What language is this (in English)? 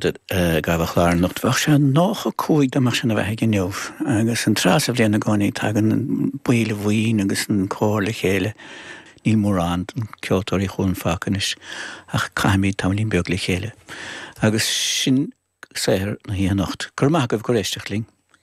Irish